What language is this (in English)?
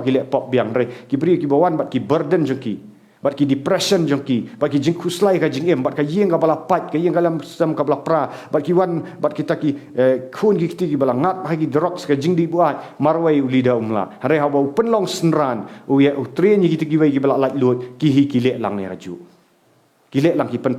Khasi